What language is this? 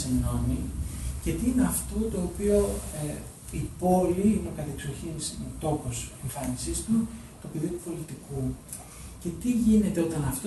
Greek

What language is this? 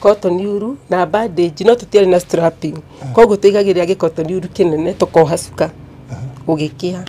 Kikuyu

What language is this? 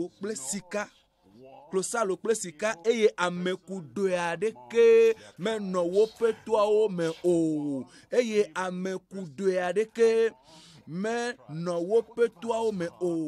Ewe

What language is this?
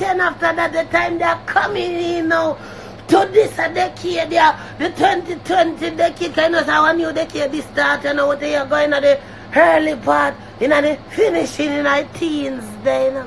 Jamaican Creole English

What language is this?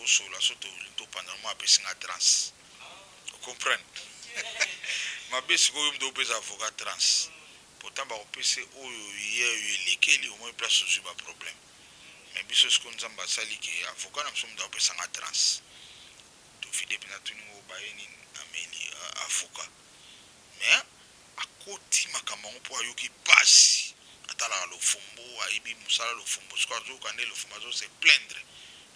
Lingala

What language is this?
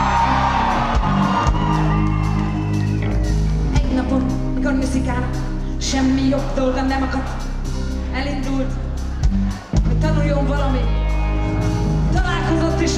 Hungarian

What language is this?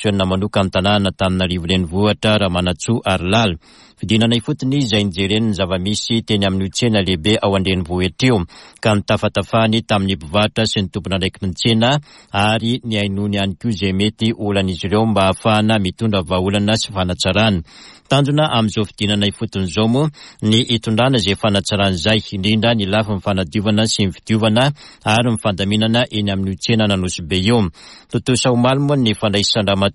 Malagasy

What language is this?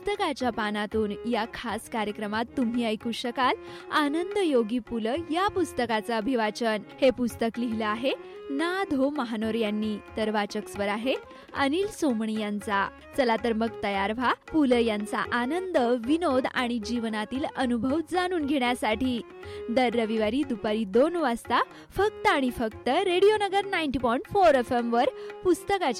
Marathi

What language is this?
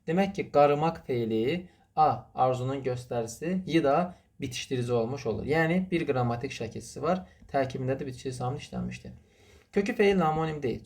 Azerbaijani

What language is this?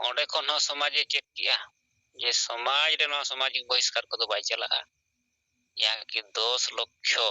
Santali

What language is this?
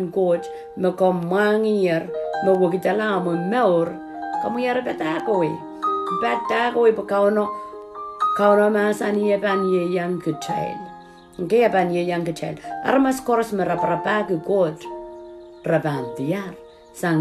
Pohnpeian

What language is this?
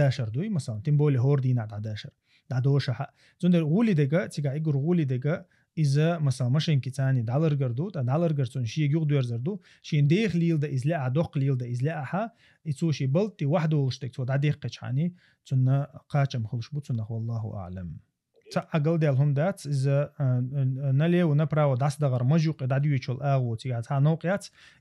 Chechen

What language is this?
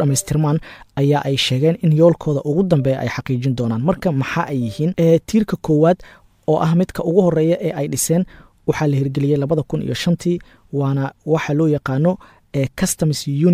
Somali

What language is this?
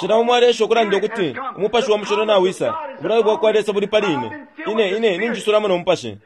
Bemba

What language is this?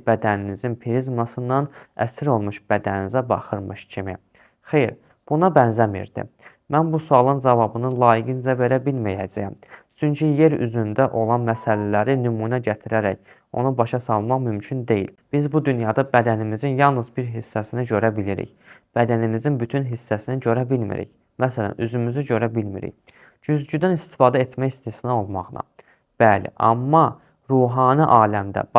Azerbaijani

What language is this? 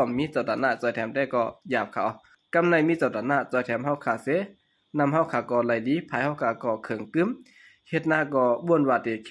Shan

